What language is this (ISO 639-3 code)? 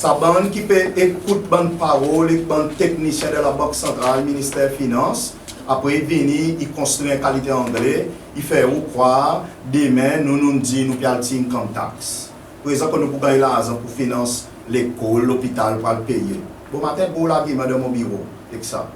crs